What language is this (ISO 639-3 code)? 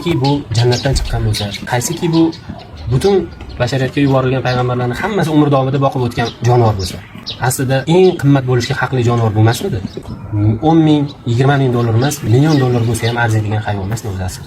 uzb